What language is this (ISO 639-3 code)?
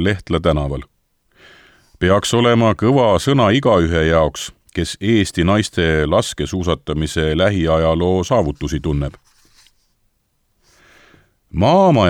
est